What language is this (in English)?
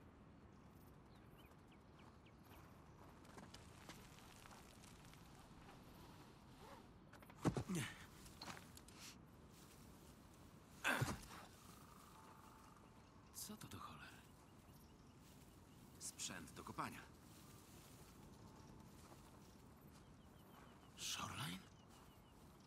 Polish